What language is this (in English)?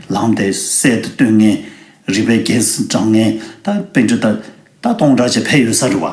Tibetan